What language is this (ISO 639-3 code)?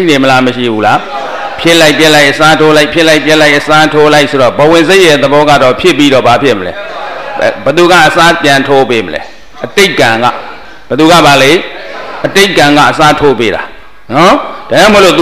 mya